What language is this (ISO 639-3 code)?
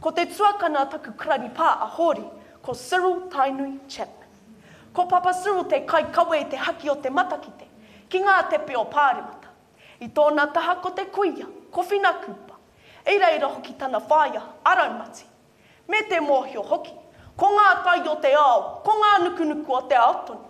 mri